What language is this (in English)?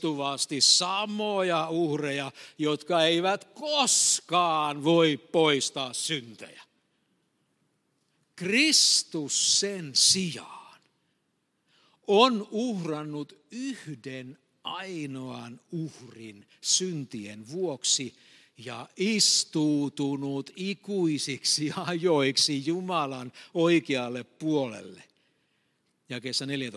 Finnish